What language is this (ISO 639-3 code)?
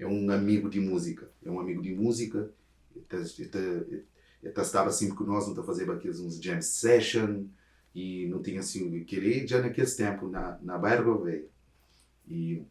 kea